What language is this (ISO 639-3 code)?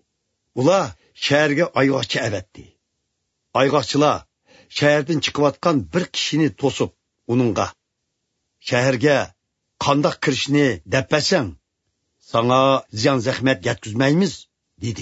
uig